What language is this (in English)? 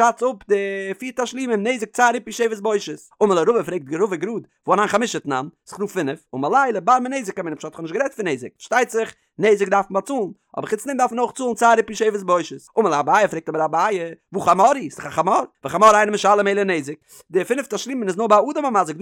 Yiddish